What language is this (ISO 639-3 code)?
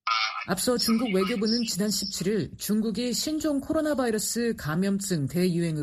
kor